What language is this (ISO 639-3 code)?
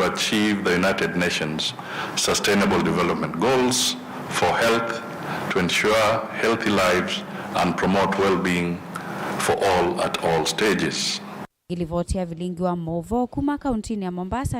kam